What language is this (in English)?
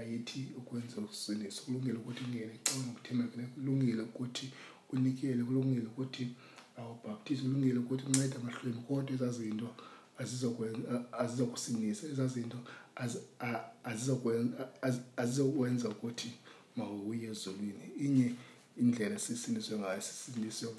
Xhosa